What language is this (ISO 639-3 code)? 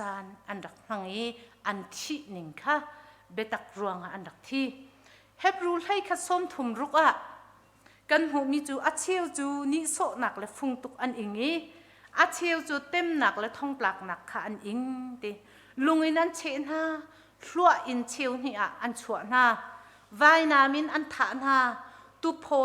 cnh